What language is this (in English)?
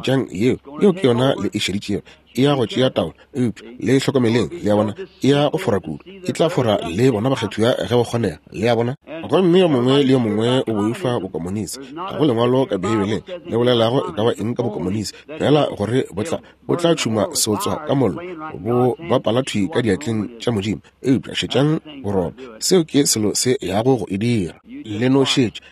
Northern Sotho